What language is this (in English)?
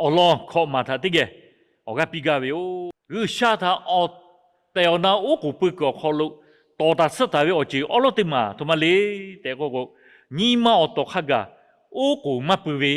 Lahu